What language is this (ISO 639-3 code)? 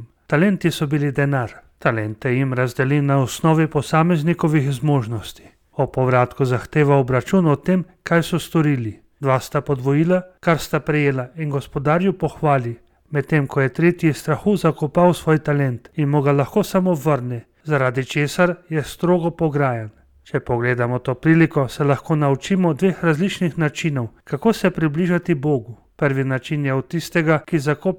slv